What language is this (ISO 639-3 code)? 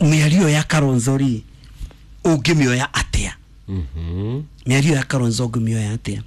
kik